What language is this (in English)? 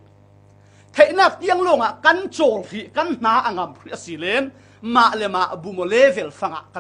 Falam Chin